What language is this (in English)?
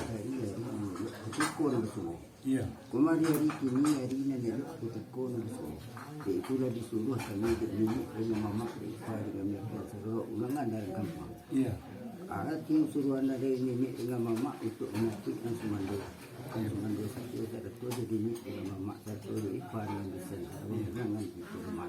Minangkabau